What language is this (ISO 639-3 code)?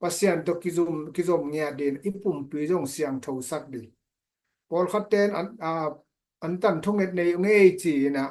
ctd